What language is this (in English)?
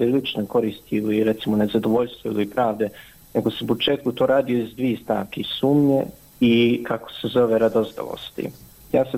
Bosnian